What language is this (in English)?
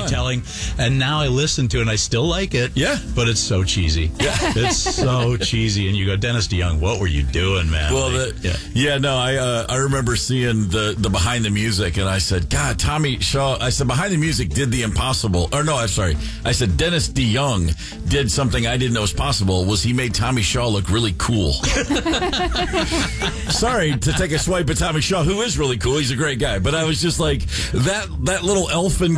English